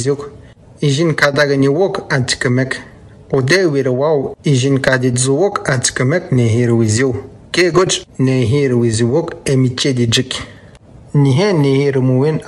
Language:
Atikamekw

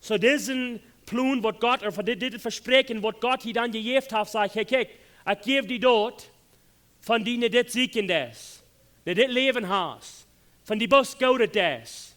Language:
Plautdietsch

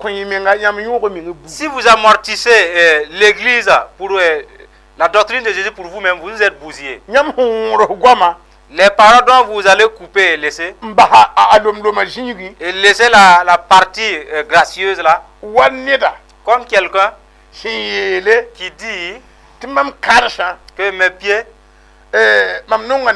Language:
Mossi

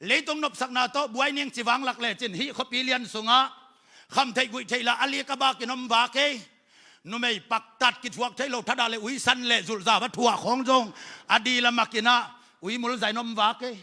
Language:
Tedim Chin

